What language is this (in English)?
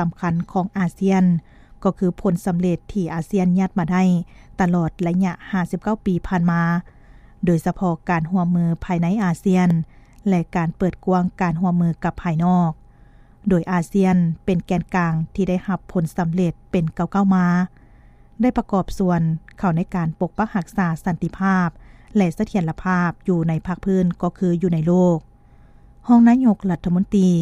Lao